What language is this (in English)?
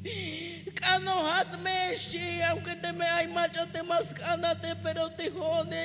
Tzeltal